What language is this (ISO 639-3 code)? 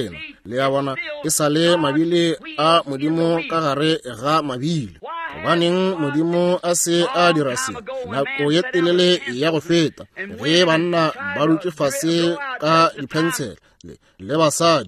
nso